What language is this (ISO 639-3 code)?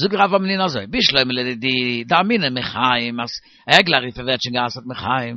yid